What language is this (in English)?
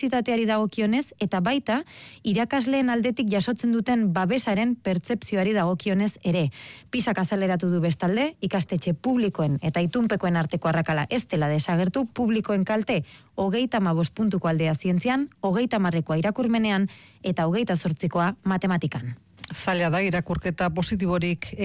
Basque